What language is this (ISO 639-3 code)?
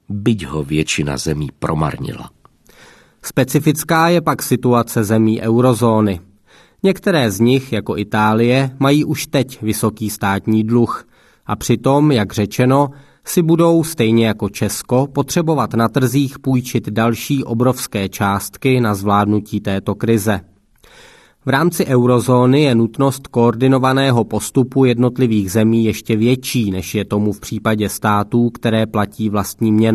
ces